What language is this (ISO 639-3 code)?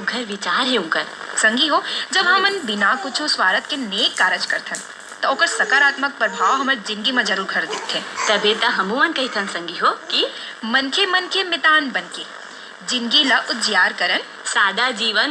hne